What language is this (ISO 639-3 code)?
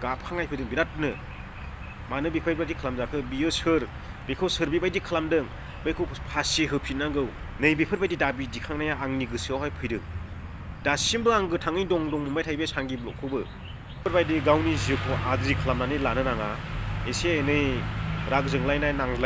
brx